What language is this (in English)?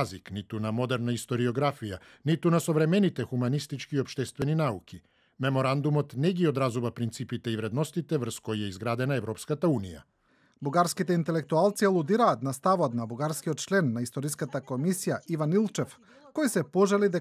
Macedonian